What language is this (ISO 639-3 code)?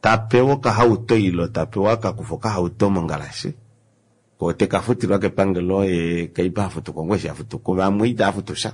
kua